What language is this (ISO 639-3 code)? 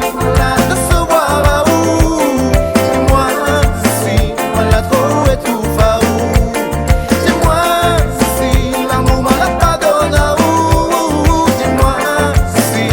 rcf